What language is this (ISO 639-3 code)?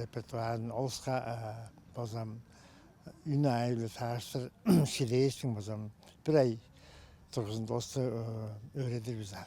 tyv